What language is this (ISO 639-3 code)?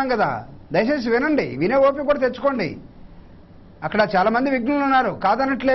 tel